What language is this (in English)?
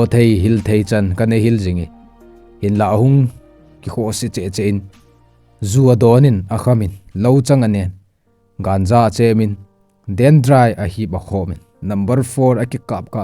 Thado Chin